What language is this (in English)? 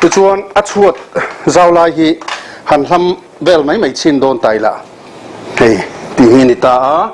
Mizo